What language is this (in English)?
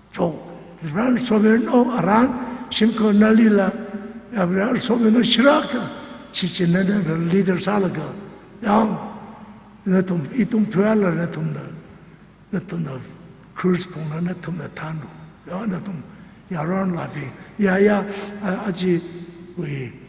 Tangkhul Naga (India)